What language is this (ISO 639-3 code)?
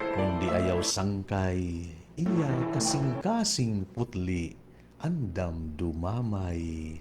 war